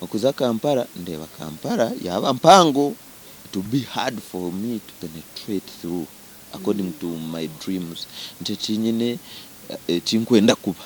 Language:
Nyankole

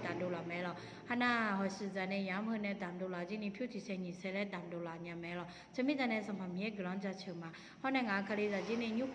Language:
Akha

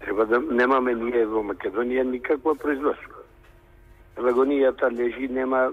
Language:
Macedonian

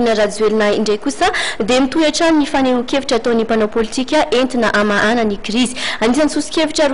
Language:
Malagasy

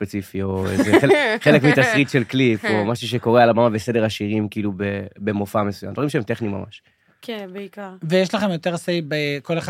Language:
Hebrew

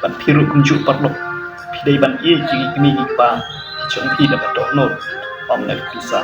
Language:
Khasi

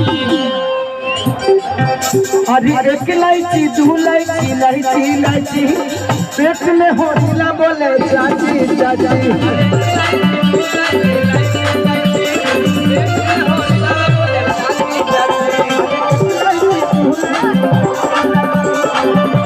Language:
Bhojpuri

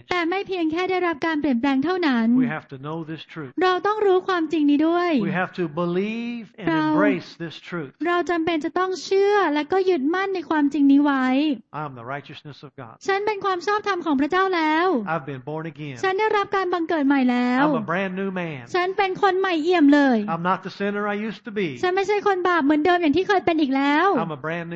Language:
Thai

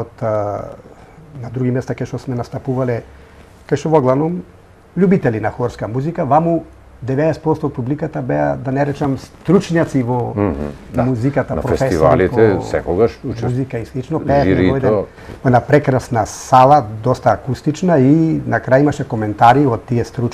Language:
Macedonian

